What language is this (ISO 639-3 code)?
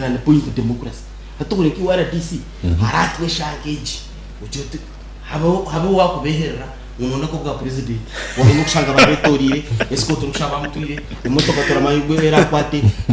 nyn